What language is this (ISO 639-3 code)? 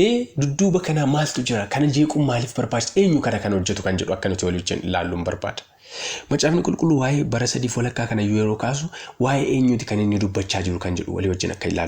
orm